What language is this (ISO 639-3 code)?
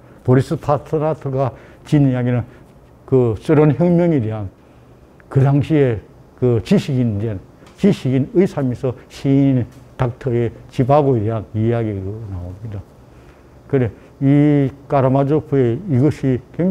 kor